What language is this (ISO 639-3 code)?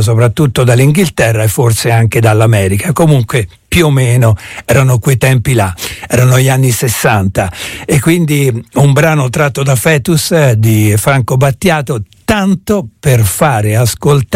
ita